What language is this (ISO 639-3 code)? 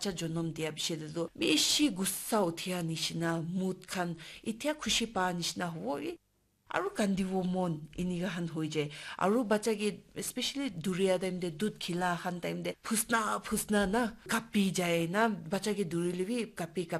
nag